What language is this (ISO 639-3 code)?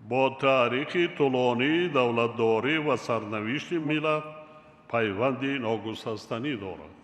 tgk